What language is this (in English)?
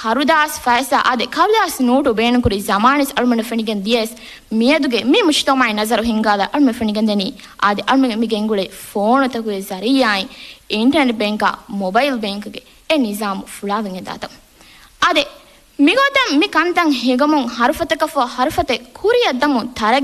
Divehi